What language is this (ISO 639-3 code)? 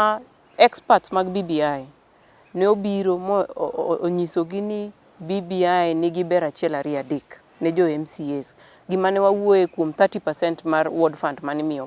luo